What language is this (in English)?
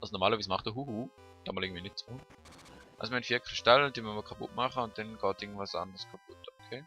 Swiss German